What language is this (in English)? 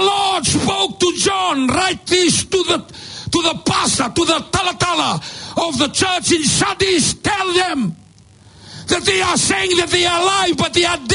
Fijian